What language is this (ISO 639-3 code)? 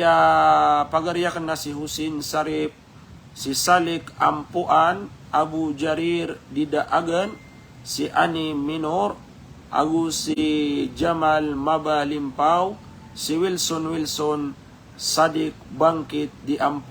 mrw